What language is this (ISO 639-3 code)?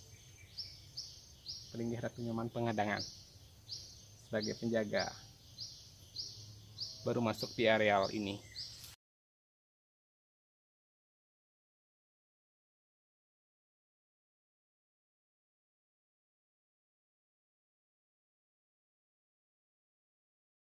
ind